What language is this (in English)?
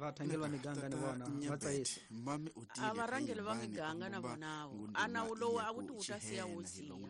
Tsonga